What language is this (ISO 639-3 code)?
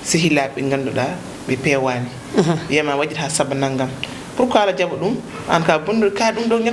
ful